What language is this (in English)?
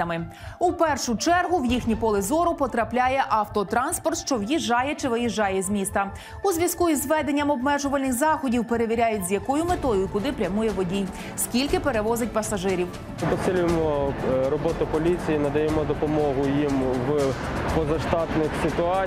Ukrainian